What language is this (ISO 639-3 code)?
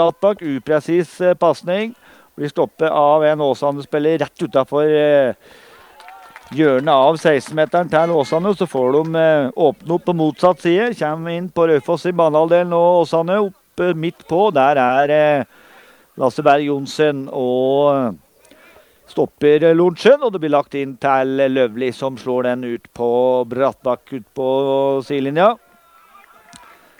nor